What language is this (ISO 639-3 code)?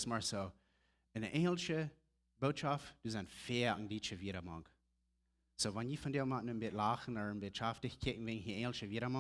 pdt